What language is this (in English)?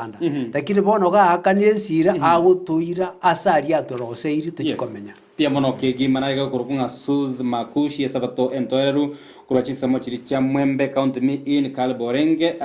Gusii